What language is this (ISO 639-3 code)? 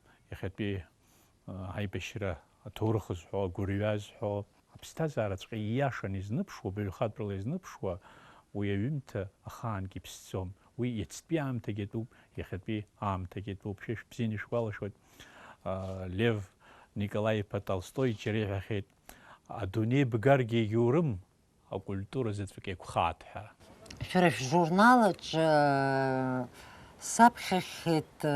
abk